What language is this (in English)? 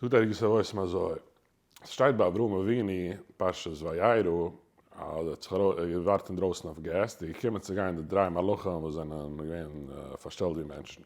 Yiddish